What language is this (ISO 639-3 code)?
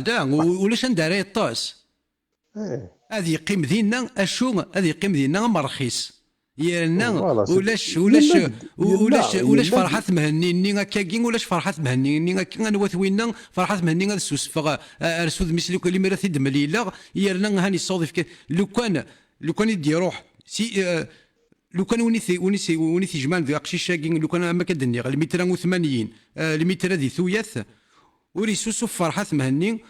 kab